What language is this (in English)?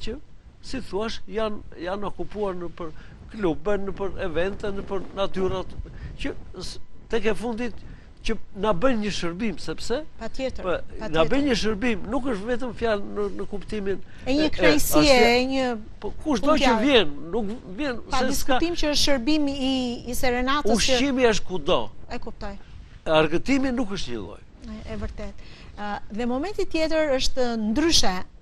Albanian